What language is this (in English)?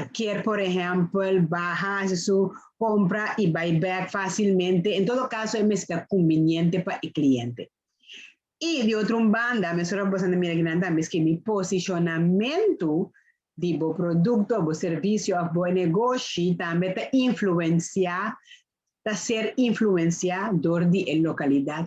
Papiamento